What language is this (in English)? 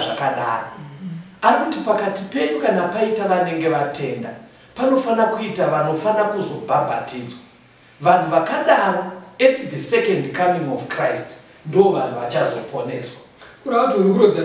Shona